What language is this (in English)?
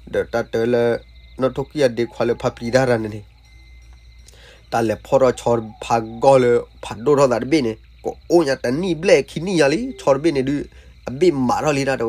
S'gaw Karen